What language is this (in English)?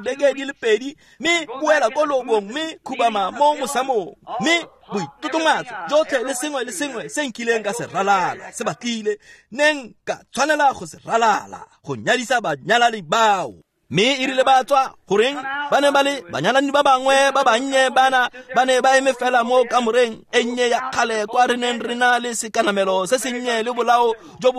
Tswana